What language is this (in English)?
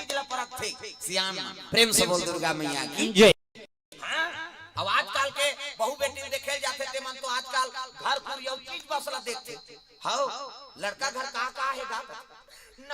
Chhattisgarhi